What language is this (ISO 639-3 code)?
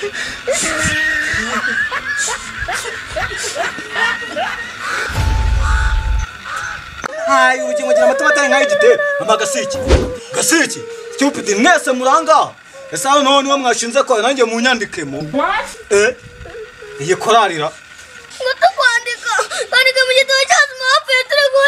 kin